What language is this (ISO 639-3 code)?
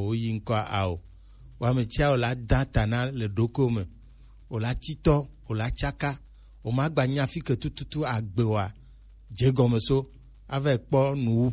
gej